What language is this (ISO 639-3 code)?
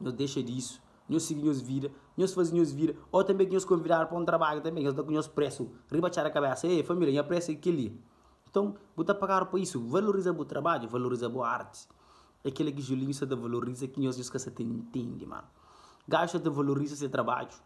kea